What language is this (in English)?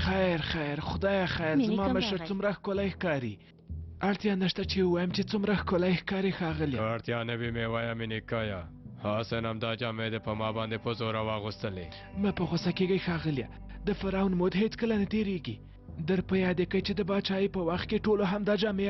Pashto